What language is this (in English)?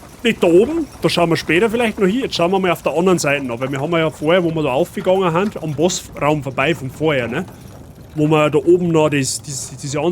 Bavarian